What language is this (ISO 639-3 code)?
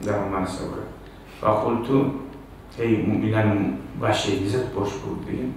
kum